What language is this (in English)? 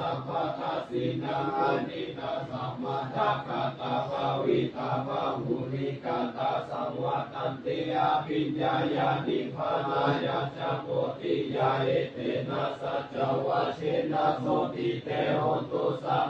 Pali